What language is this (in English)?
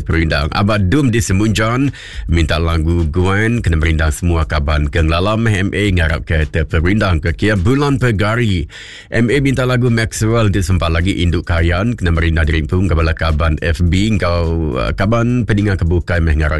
Iban